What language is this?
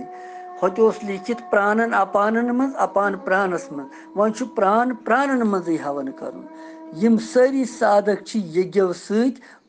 Kashmiri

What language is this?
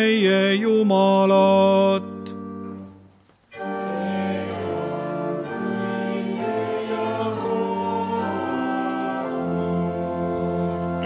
Estonian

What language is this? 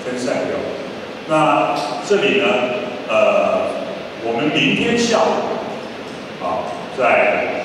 Chinese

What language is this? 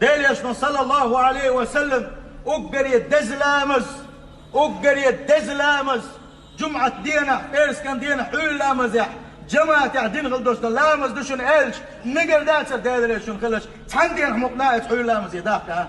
Chechen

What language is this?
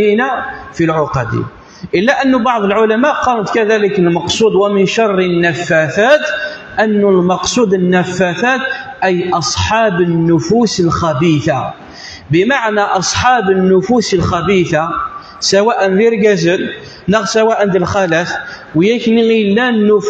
Kabyle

